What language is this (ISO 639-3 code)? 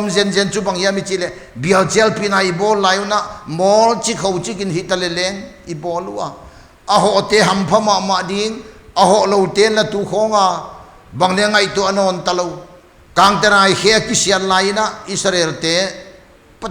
pck